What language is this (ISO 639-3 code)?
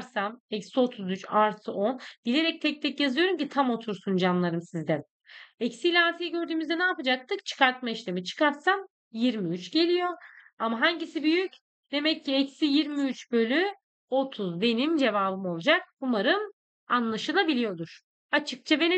tur